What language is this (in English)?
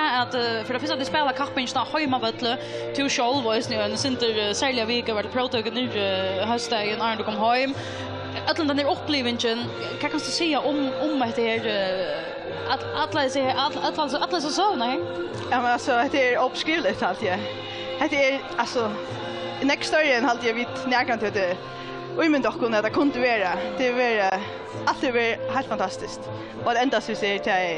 Faroese